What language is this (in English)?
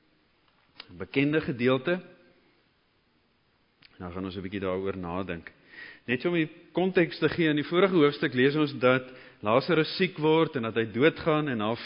Afrikaans